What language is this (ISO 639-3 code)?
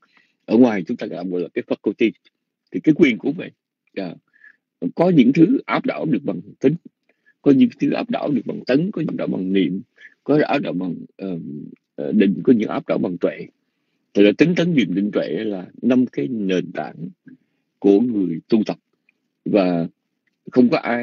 vie